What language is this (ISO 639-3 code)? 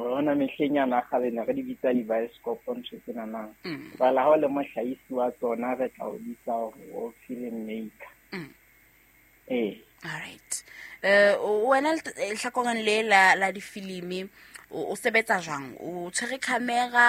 sot